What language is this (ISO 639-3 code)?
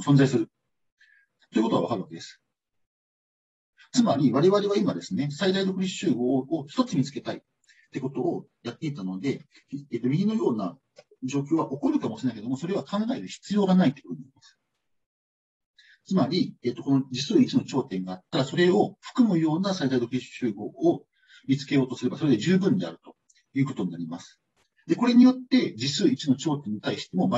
jpn